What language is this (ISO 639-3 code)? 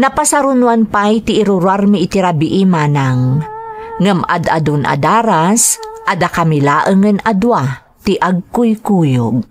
ilo